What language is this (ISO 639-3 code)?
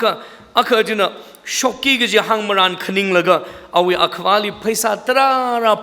nmf